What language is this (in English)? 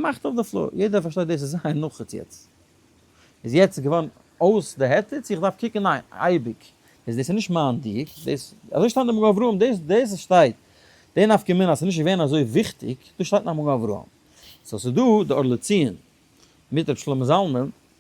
Yiddish